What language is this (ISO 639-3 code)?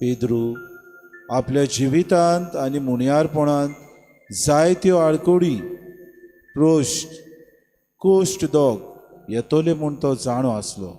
kok